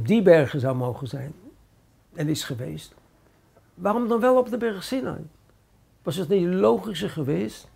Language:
Dutch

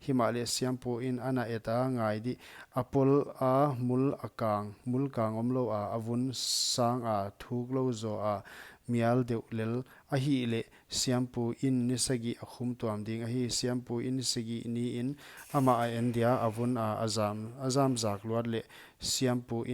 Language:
Paite Chin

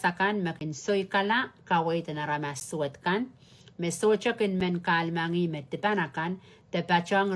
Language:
Pohnpeian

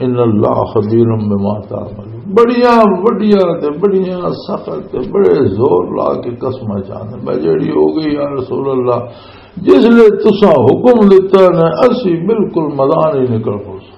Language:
Western Panjabi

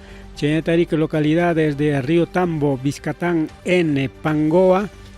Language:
Ayacucho Quechua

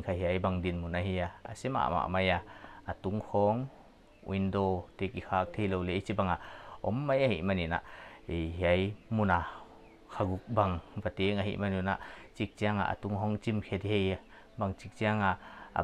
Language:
Paite Chin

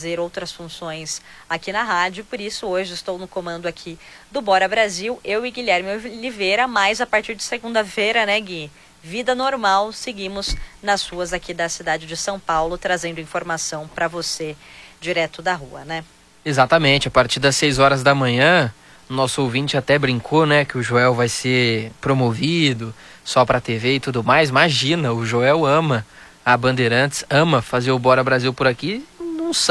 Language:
Portuguese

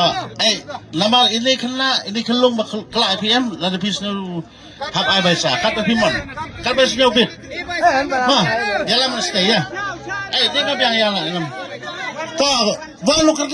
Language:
Khasi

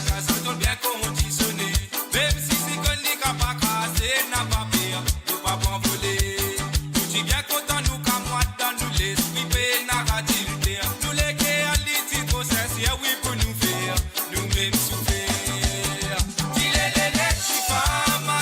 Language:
Morisyen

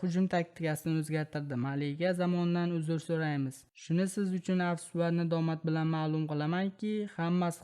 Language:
Uzbek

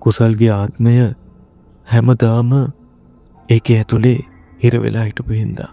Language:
Sinhala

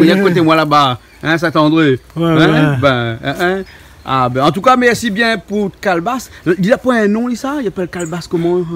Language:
Réunion Creole French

